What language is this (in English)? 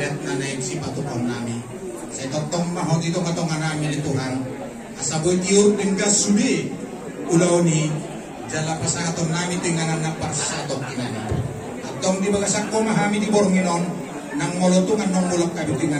Batak Toba